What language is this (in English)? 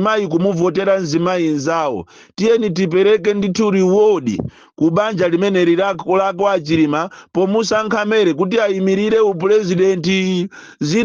Nyanja